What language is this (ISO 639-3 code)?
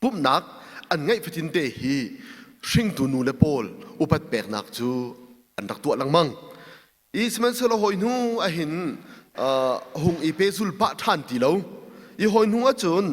cnh